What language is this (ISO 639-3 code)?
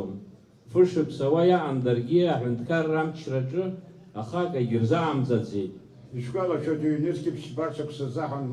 abk